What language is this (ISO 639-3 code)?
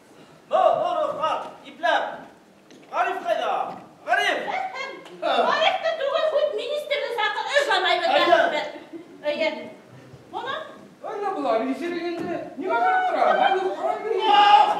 bak